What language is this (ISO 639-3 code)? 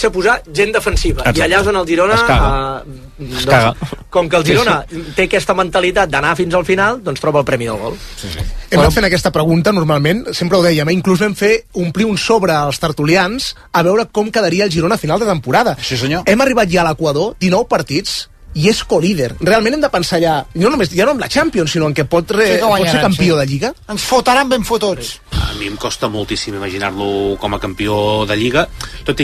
cat